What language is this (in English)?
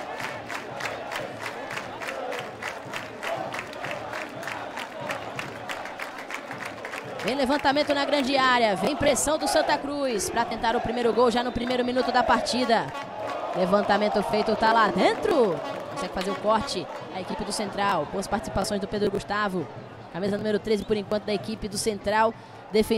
Portuguese